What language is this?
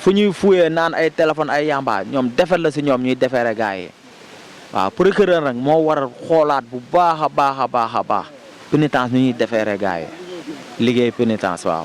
Wolof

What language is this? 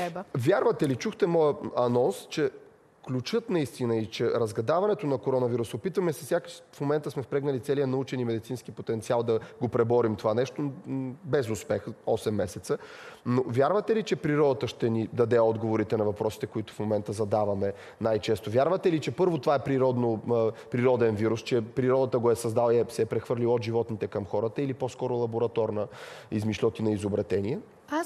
Bulgarian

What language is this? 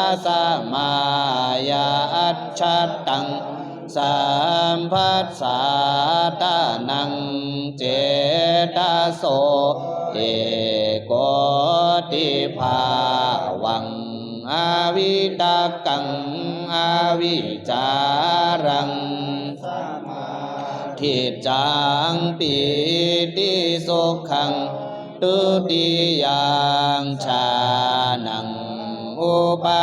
Pali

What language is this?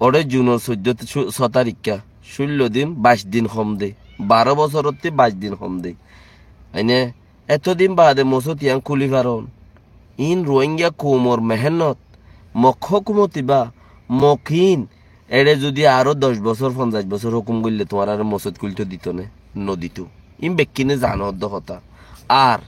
Rohingya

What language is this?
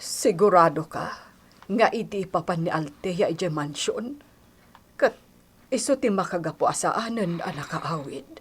Iloko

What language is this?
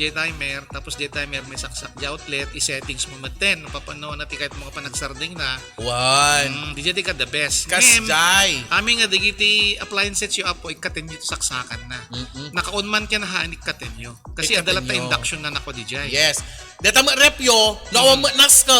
Iloko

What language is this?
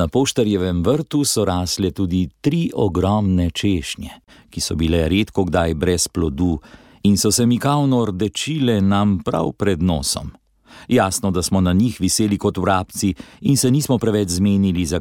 Slovenian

